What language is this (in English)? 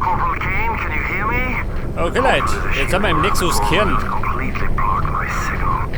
Bavarian